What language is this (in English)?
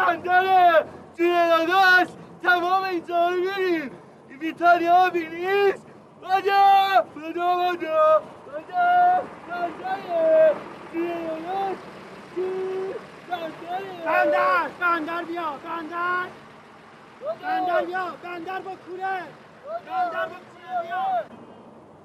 Persian